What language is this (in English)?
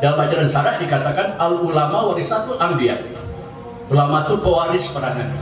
Minangkabau